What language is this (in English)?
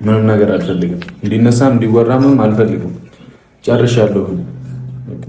Amharic